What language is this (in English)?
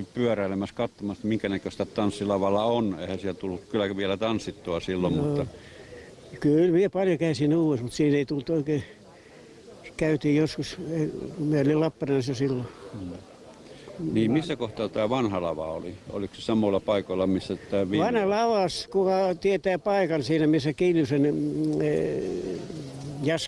Finnish